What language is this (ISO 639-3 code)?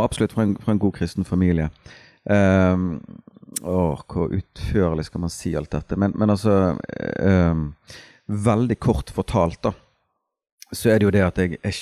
nor